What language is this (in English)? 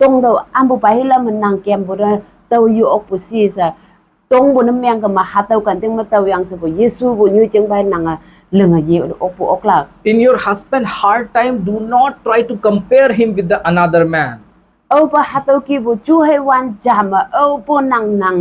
Konyak Naga